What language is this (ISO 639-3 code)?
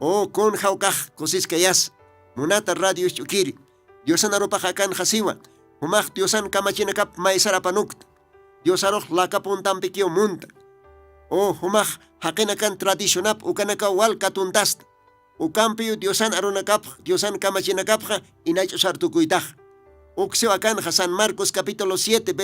aym